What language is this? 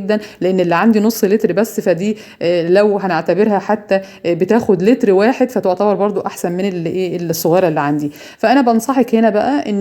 Egyptian Arabic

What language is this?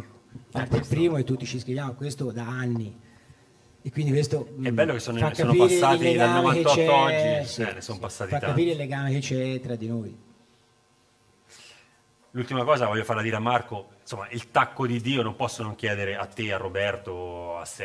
Italian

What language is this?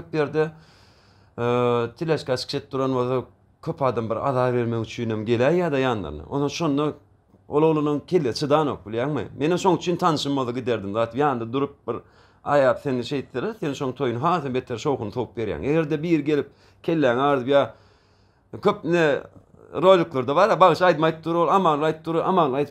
Turkmen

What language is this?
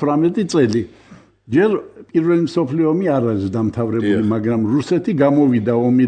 Georgian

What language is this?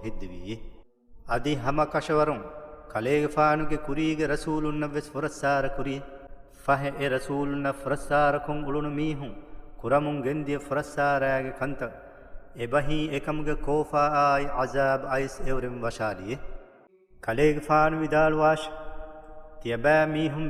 Divehi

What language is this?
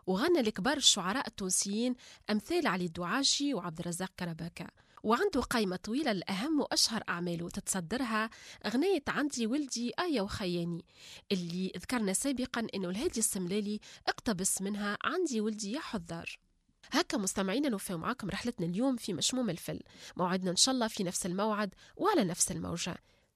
Tunisian Arabic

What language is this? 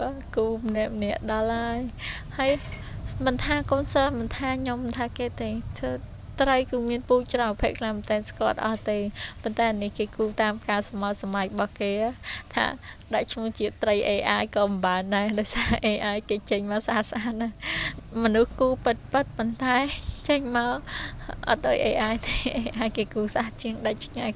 Khmer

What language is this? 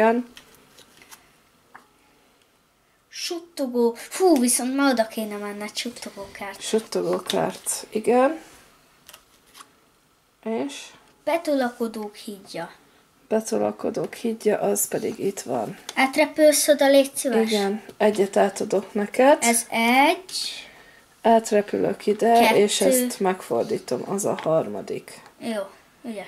Hungarian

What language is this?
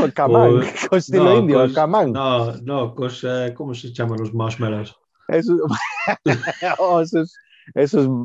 Galician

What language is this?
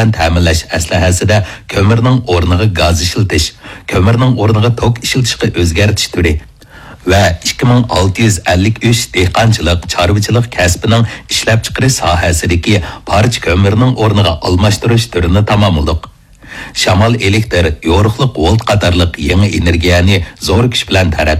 Uyghur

